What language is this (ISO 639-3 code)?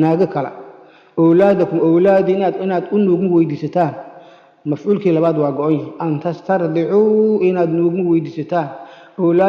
som